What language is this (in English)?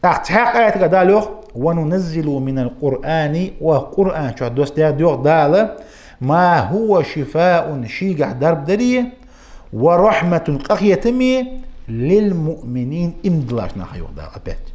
Ingush